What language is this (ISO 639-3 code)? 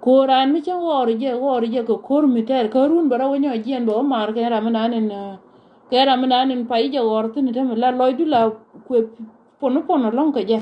nus